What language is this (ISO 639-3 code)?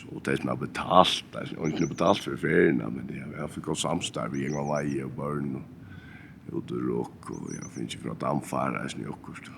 fao